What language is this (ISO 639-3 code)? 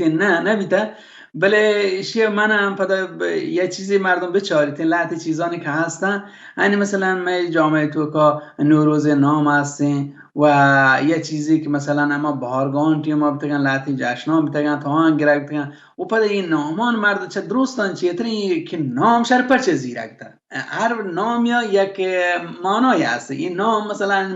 bal